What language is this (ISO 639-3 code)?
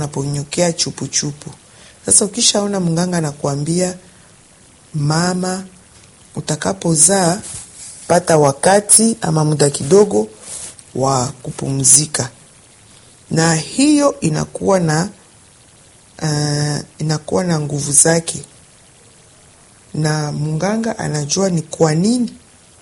swa